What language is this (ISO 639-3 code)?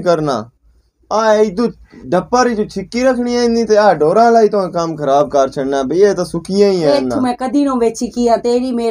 pan